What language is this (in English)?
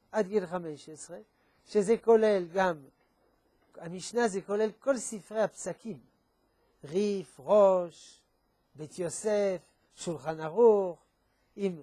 Hebrew